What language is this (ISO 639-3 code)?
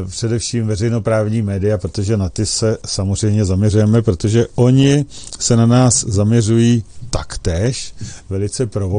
ces